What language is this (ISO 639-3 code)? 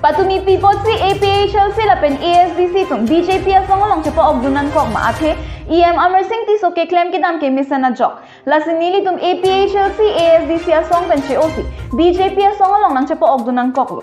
mjw